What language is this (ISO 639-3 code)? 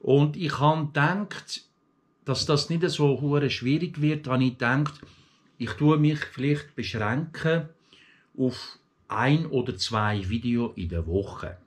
gsw